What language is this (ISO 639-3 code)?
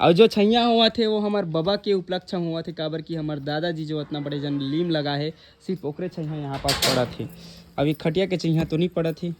hne